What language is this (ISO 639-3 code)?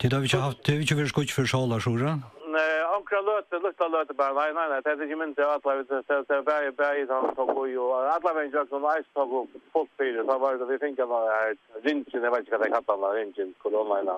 fao